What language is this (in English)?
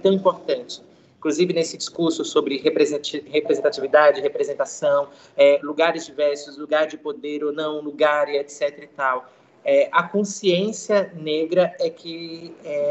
Portuguese